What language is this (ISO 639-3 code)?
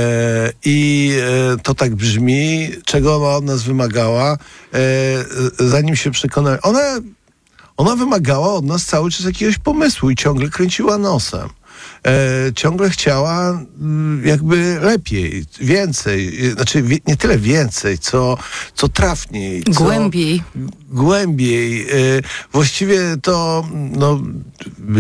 pol